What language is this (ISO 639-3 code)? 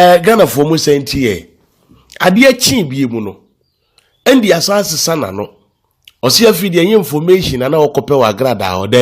aka